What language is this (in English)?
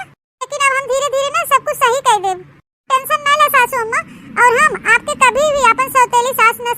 Awadhi